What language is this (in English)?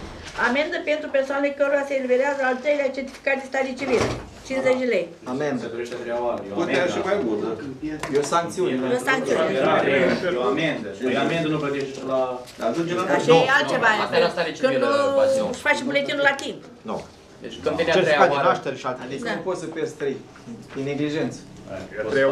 Romanian